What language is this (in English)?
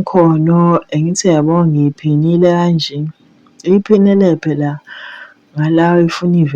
Zulu